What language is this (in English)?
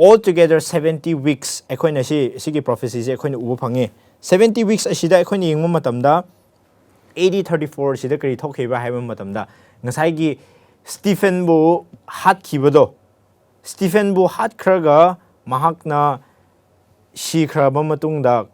Manipuri